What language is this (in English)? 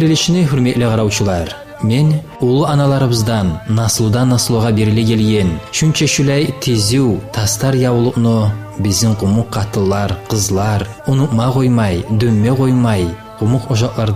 Kumyk